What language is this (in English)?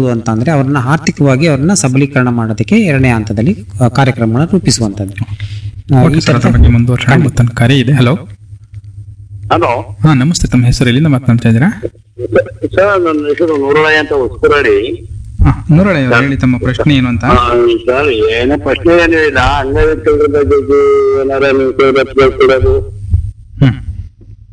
Kannada